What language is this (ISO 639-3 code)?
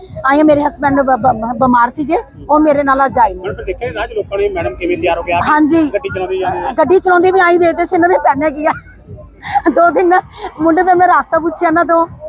pan